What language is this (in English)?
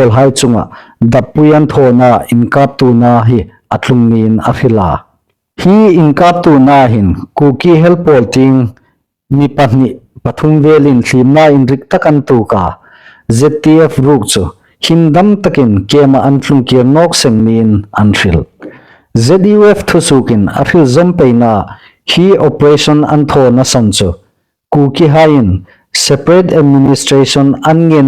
Hmar